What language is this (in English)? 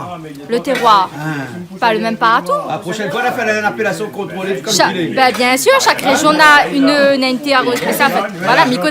Réunion Creole French